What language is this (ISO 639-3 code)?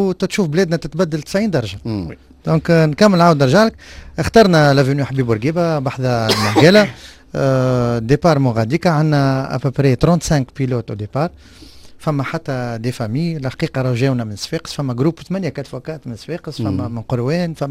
aeb